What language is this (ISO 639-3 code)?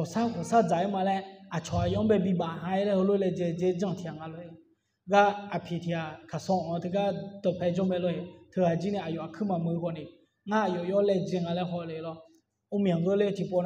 ahk